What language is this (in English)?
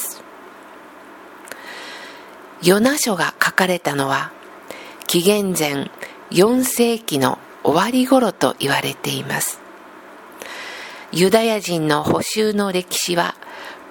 Japanese